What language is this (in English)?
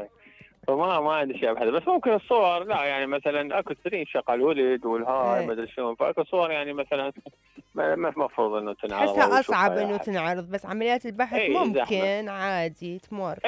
Mesopotamian Arabic